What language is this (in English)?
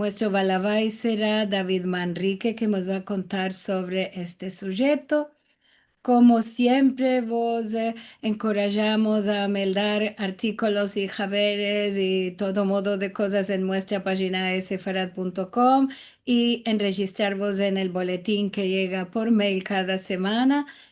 Ladino